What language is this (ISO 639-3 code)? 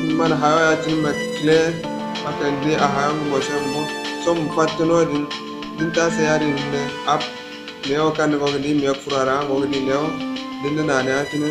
dje